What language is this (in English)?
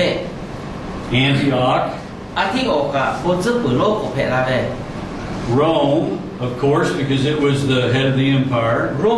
Lahu